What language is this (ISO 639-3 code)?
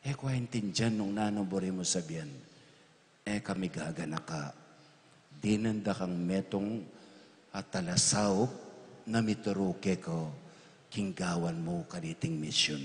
pam